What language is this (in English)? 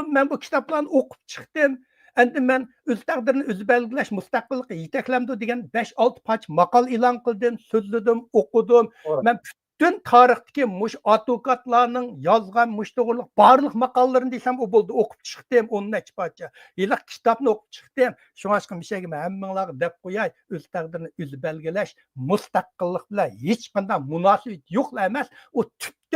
Uyghur